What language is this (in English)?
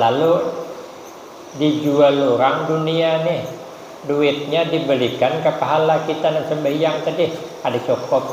Banjar